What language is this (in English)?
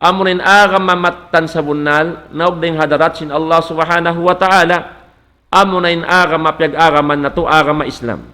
Tausug